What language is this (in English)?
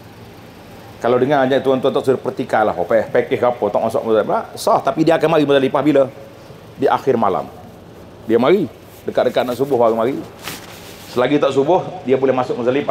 Malay